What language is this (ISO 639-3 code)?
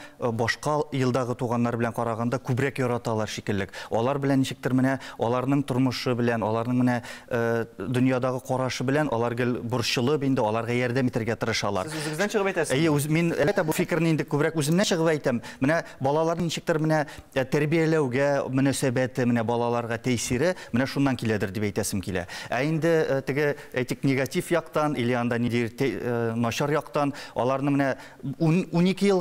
tat